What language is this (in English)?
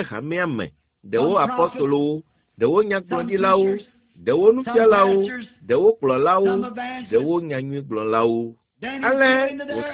Ewe